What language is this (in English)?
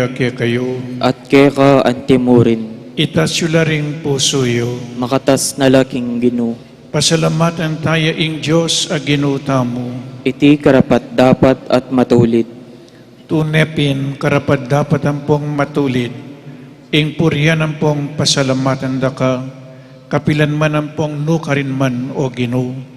Pampanga